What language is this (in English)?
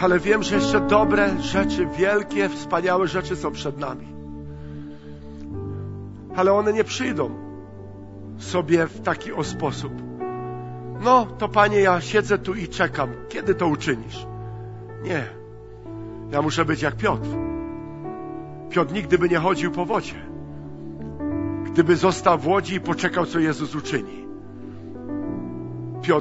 Polish